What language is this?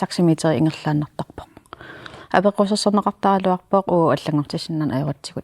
Kalaallisut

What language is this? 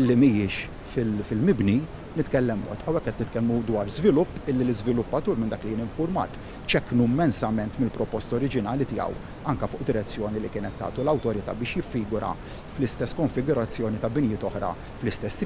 Maltese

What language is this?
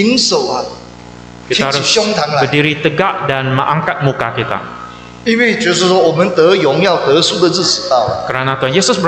Chinese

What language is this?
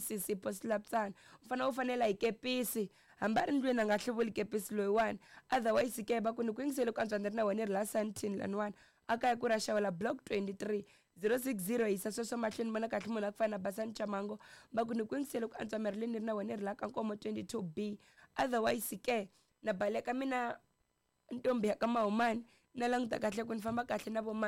Tsonga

